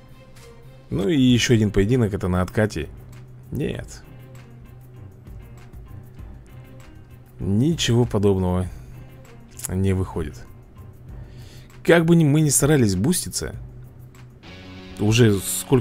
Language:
Russian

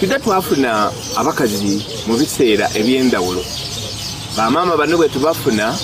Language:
Soga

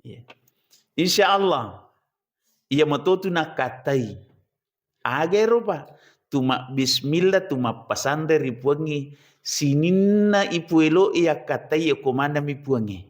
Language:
Buginese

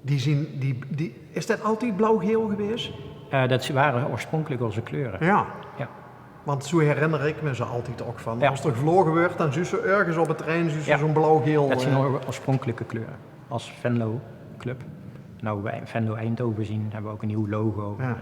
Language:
Limburgish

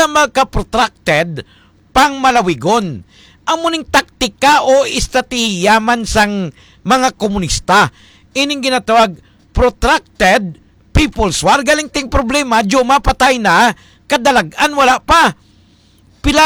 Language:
Hiligaynon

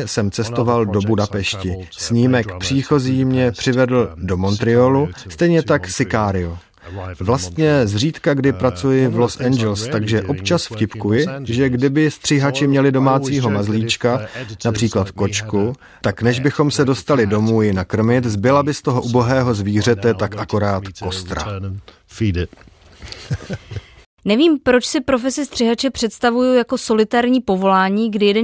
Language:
Czech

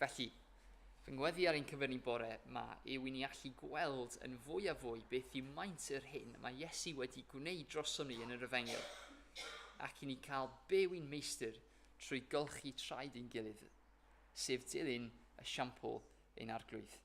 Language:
Welsh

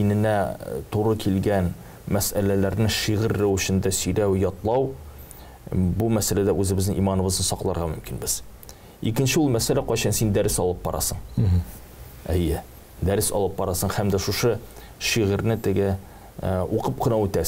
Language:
Tatar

